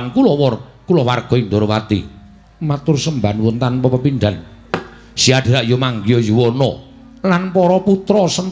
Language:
Javanese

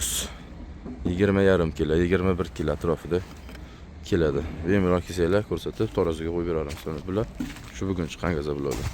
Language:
Uzbek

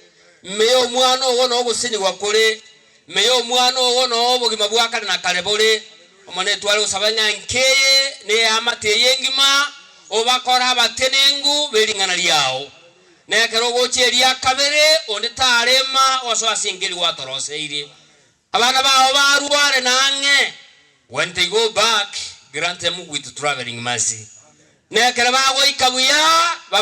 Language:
Gusii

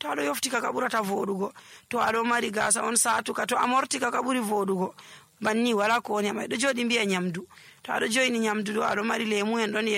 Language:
Nigerian Fulfulde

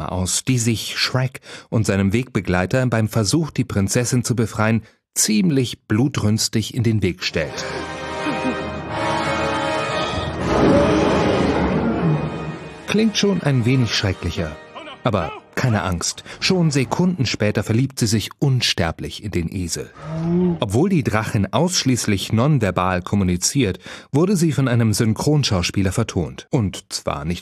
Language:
German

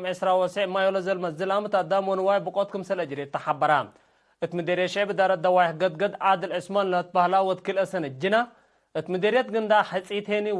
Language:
Tigre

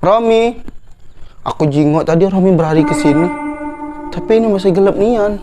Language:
Musi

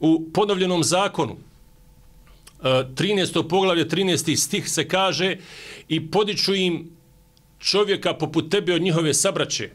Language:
Bosnian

